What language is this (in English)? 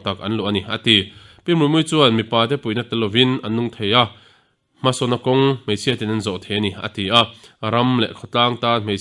Mizo